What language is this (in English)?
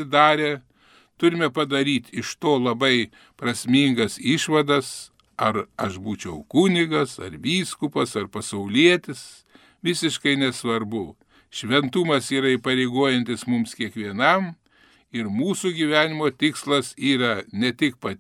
Lithuanian